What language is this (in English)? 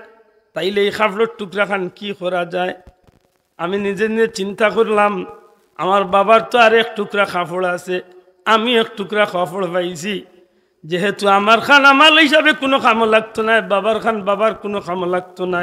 Sylheti